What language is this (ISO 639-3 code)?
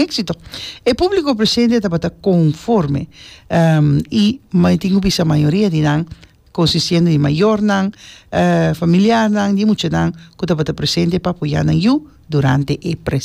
pap